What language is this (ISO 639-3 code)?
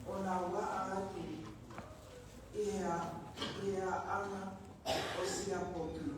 ton